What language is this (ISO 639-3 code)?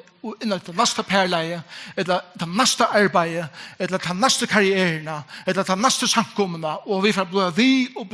fao